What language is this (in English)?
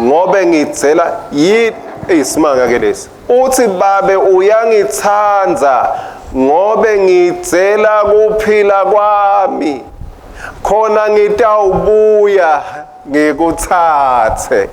Swati